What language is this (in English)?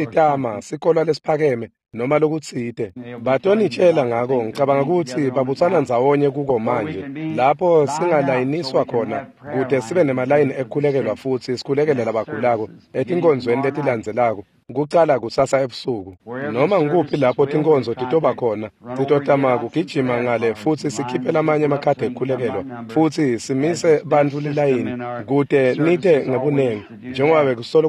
Swati